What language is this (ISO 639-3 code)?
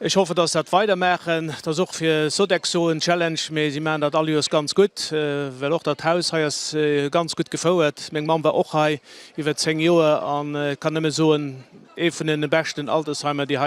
ltz